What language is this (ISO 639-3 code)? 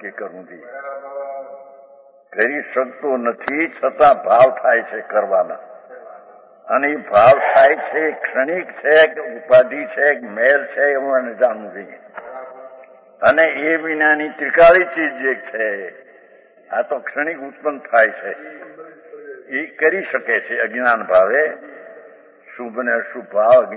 guj